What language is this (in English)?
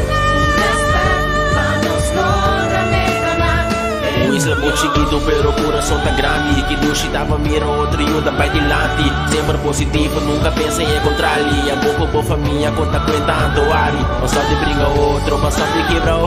Papiamento